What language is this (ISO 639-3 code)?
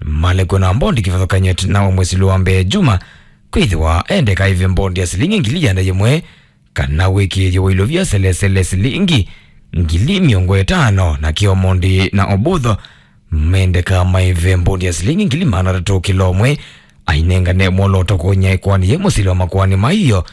kam